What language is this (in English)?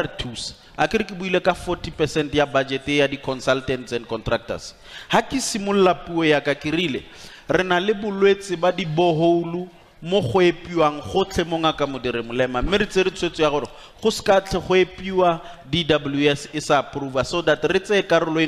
Tswana